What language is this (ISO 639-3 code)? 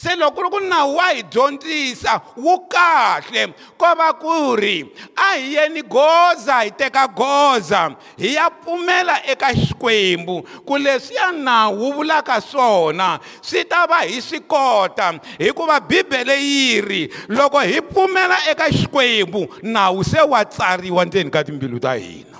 tso